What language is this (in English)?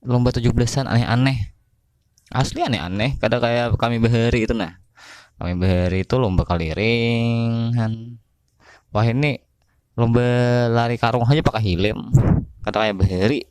Banjar